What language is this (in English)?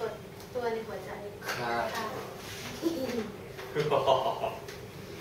Thai